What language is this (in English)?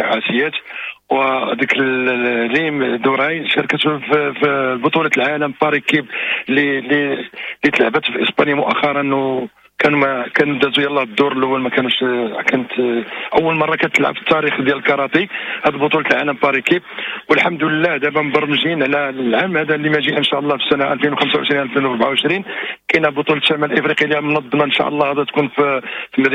Moroccan Arabic